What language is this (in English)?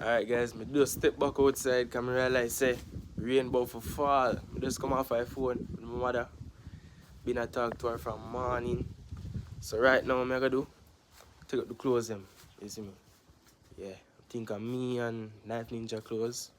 Jamaican Creole English